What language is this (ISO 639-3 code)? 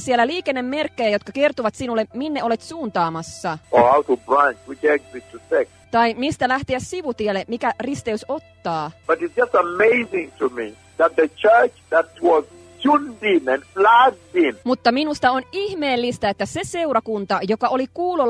fin